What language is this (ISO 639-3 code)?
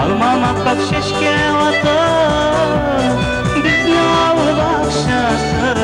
tat